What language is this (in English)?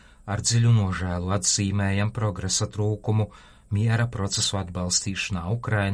Latvian